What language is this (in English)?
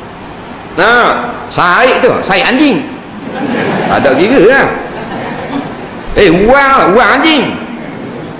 Malay